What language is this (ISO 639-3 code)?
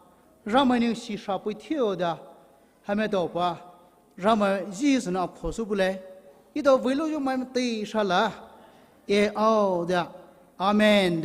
pmx